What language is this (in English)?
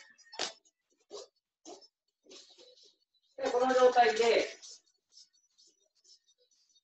Japanese